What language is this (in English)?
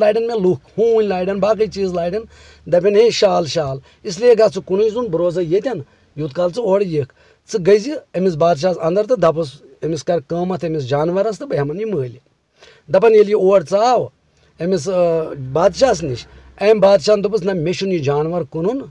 Kashmiri